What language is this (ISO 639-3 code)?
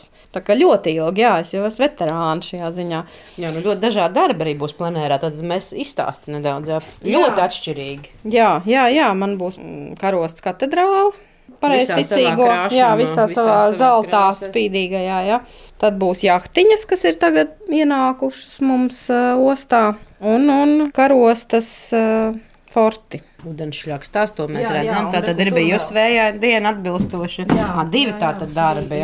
lav